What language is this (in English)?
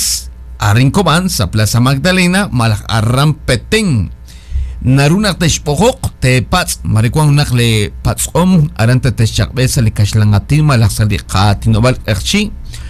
Kekchí